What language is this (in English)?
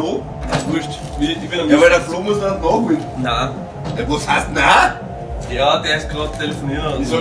Bavarian